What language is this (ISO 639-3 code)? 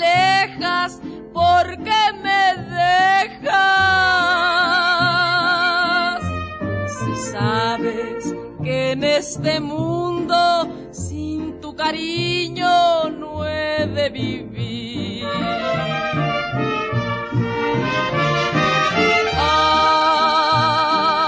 spa